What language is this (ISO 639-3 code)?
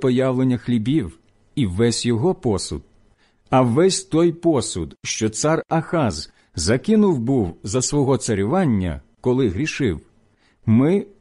ukr